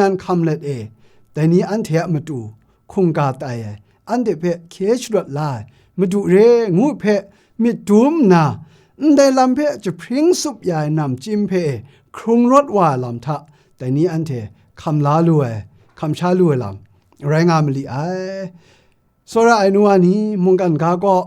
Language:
Kachin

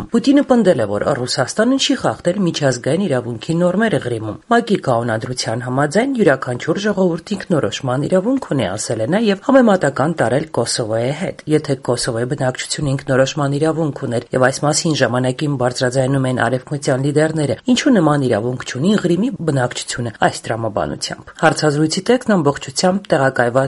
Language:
Armenian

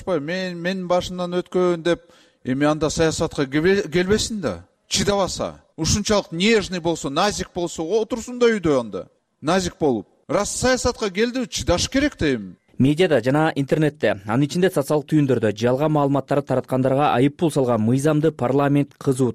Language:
Kyrgyz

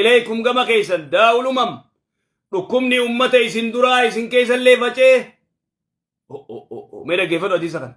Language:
Oromo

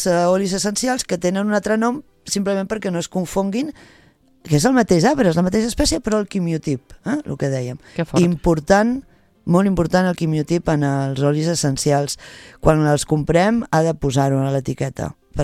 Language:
Catalan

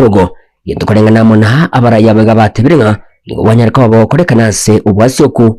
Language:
Gusii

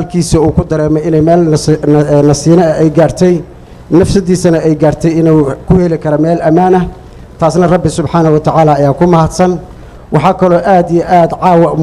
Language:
Somali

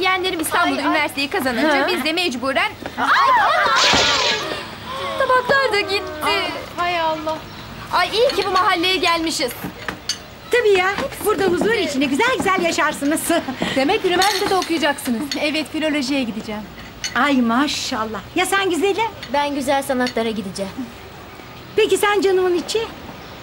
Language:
Turkish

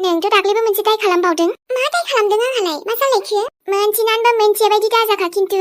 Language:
Bodo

